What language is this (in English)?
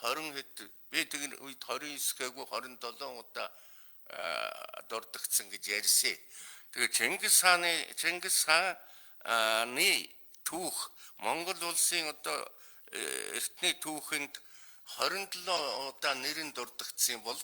Mongolian